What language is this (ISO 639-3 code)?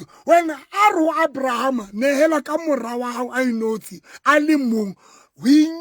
sot